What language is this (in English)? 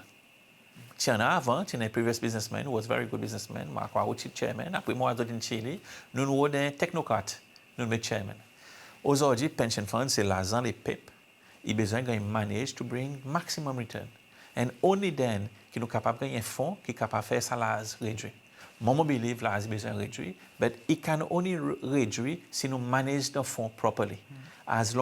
Seselwa Creole French